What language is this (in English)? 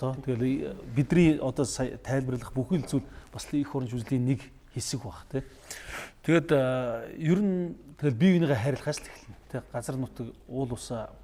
Mongolian